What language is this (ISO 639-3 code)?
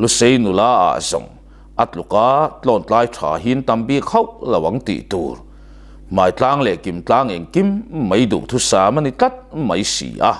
lus